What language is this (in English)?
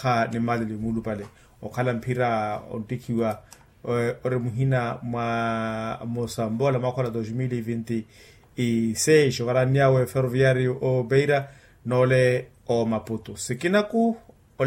Makhuwa